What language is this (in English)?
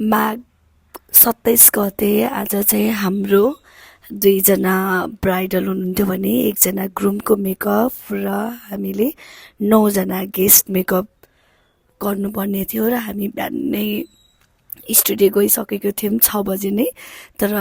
Nepali